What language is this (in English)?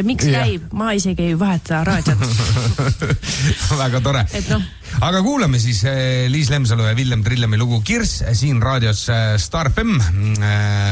Estonian